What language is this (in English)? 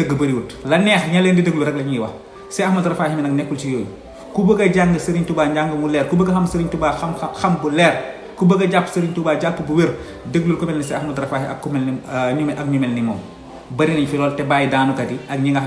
Wolof